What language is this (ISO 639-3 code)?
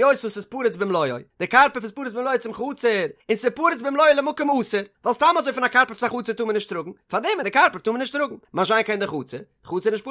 yid